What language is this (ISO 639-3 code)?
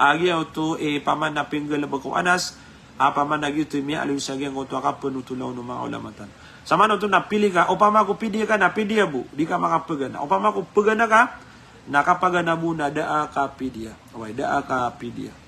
mrw